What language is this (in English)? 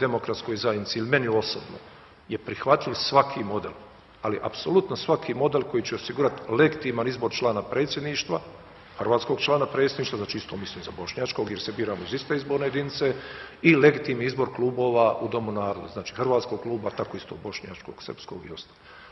Bosnian